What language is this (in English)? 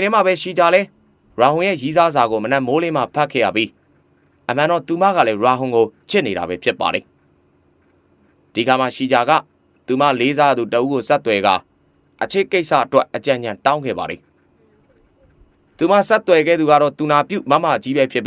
Burmese